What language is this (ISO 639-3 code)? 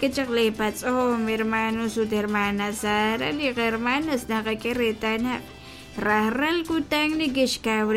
kek